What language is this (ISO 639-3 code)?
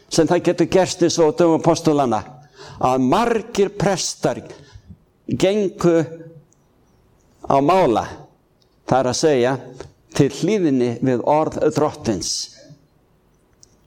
isl